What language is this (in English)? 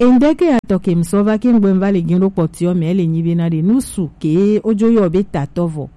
Gen